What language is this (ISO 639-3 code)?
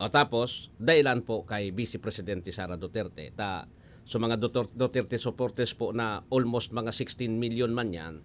bik